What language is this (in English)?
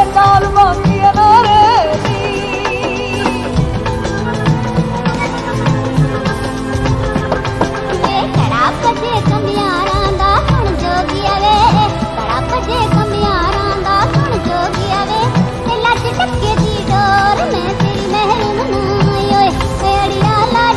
Punjabi